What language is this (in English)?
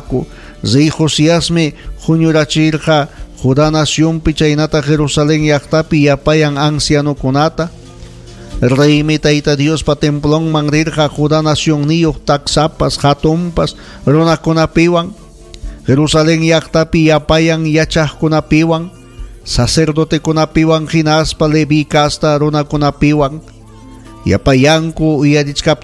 Ayacucho Quechua